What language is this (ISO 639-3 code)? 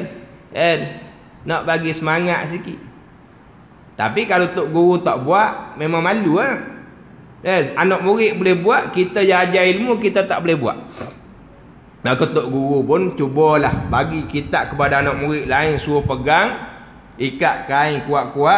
msa